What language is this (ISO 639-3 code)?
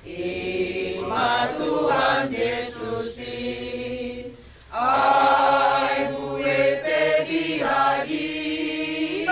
bts